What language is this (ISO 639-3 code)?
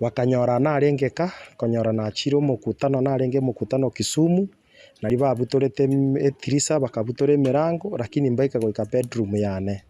guz